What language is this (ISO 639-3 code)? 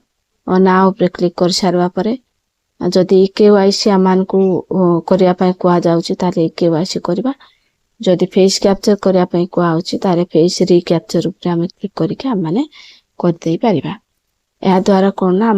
ori